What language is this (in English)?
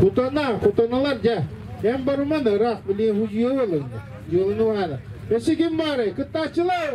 Yakut